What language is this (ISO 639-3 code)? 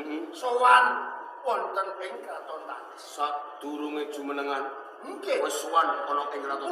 jav